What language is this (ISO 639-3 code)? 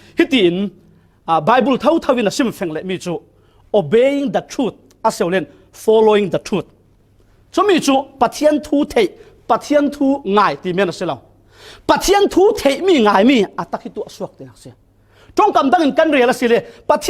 cfm